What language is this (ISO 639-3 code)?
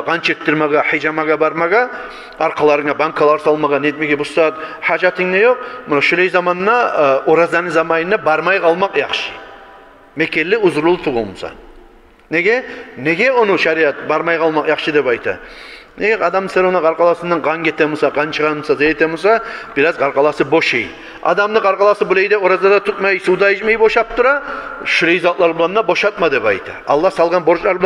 kum